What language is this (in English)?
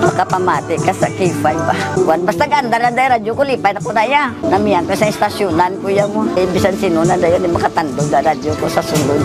Hiligaynon